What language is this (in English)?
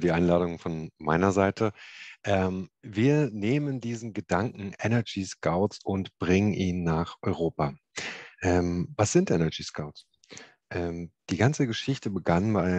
German